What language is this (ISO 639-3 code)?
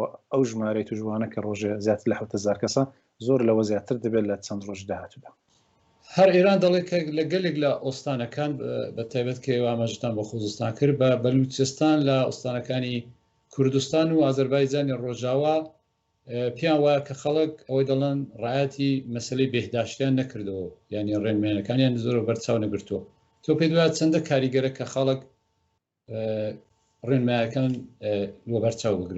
ckb